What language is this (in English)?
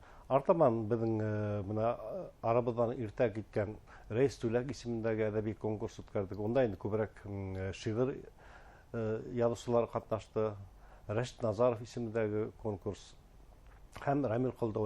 Bashkir